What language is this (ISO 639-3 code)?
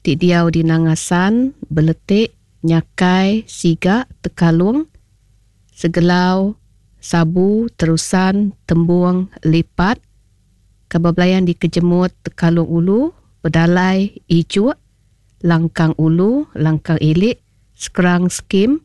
iba